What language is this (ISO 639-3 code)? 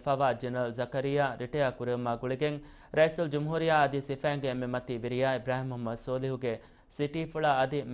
div